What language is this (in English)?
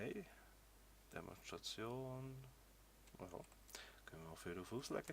Swiss German